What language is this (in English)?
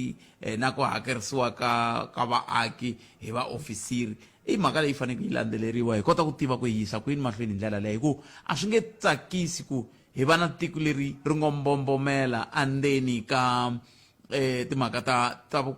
Tsonga